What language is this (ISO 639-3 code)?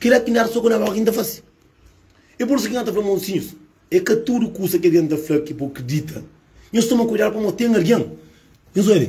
kea